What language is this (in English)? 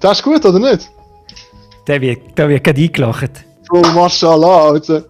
Swiss German